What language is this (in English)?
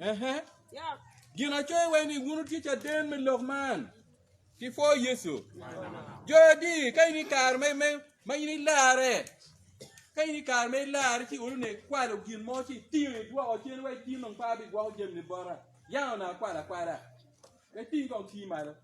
Acoli